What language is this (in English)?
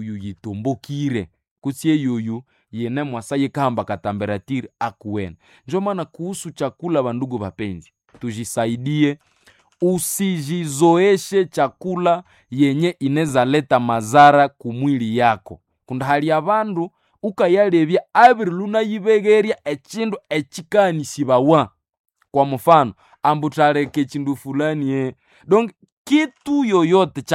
Nande